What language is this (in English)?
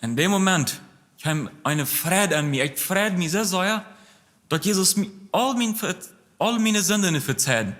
Plautdietsch